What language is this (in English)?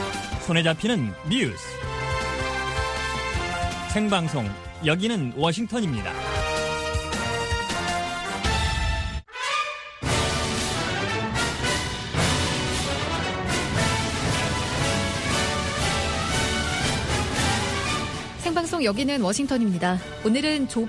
Korean